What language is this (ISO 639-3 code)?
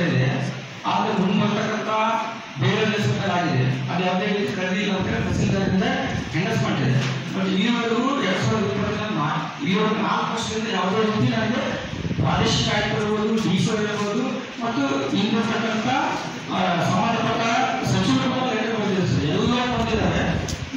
kan